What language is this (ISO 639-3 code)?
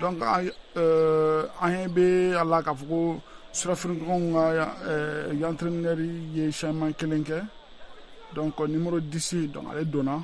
bam